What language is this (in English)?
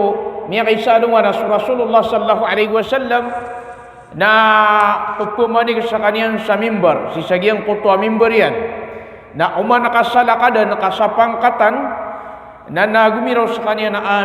Maranao